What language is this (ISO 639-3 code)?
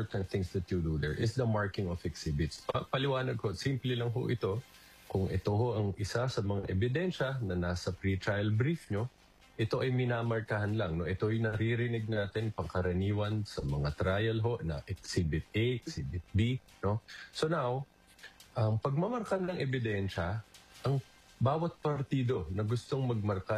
fil